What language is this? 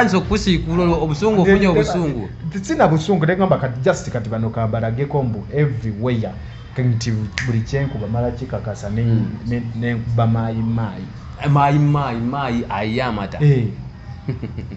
Ganda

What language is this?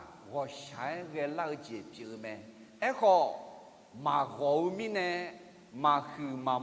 Akha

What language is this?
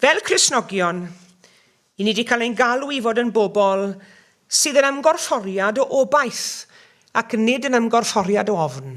Welsh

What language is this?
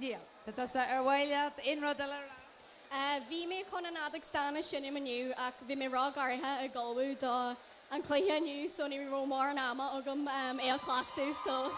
Irish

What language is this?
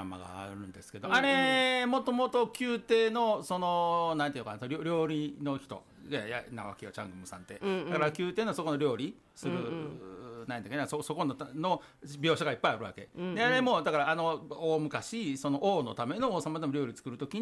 Japanese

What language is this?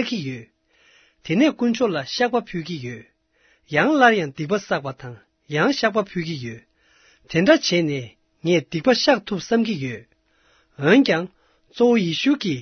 Tibetan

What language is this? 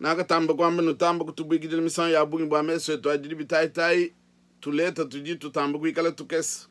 Luba-Lulua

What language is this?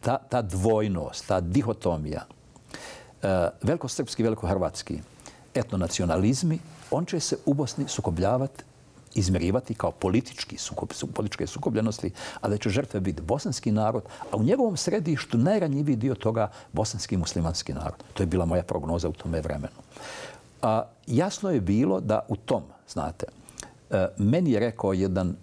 Bosnian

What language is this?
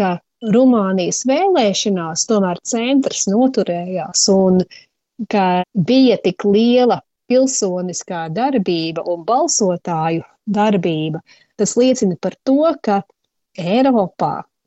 Latvian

